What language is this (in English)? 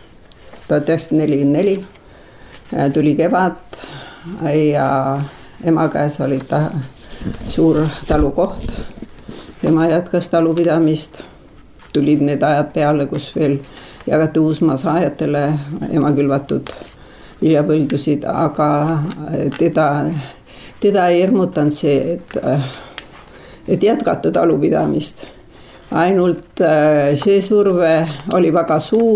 Estonian